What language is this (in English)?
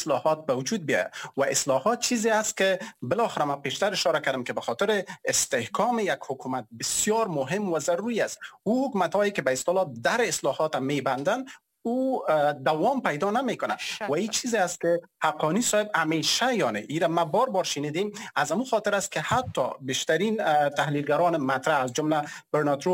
Persian